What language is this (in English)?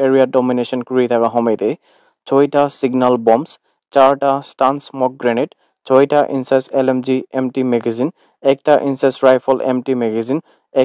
Naga Pidgin